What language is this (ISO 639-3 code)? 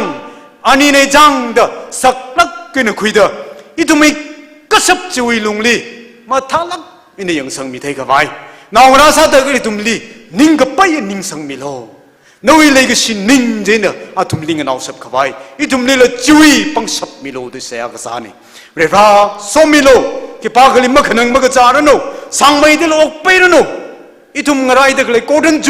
nmf